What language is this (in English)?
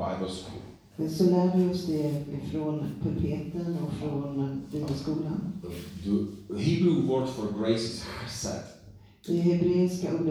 Swedish